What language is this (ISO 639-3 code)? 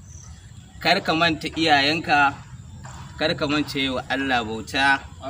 hau